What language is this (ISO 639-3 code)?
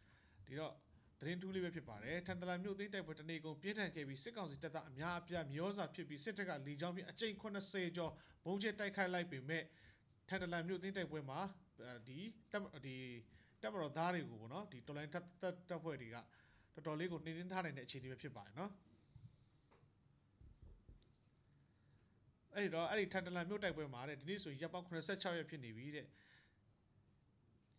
mya